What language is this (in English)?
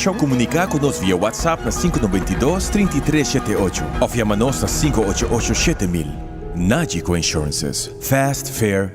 Papiamento